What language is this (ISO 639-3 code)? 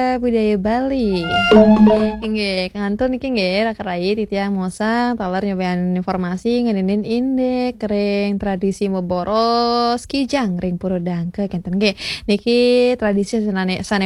ban